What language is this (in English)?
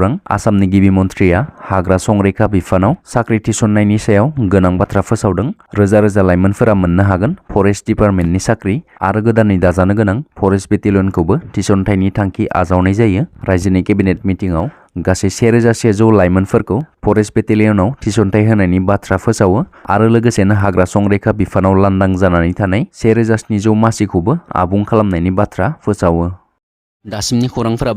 Bodo